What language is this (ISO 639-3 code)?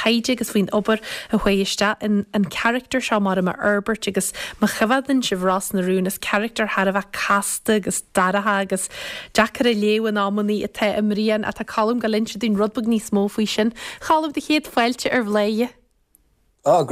gle